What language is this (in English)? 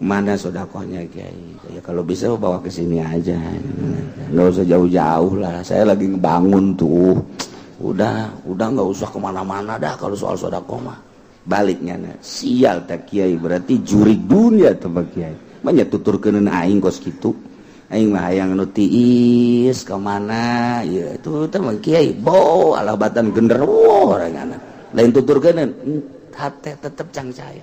Sundanese